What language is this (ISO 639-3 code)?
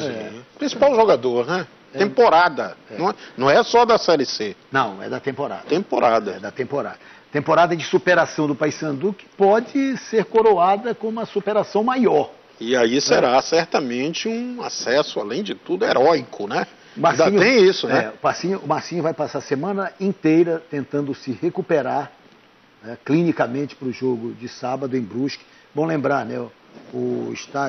por